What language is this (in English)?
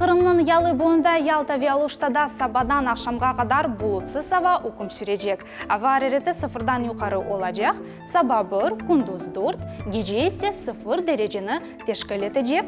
Crimean Tatar